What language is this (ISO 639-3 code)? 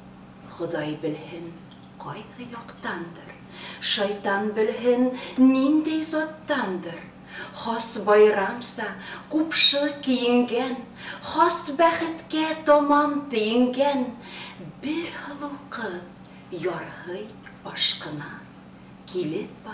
bak